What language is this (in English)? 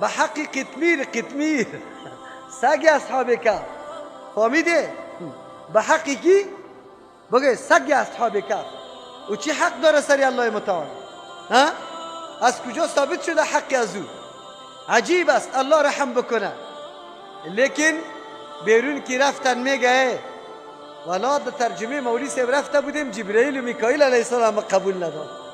Persian